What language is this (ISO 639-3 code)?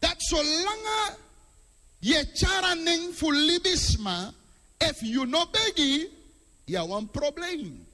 srn